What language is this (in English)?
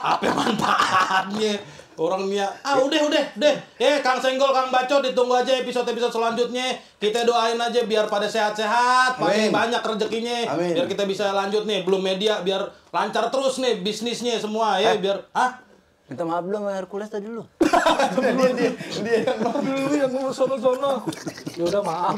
Betawi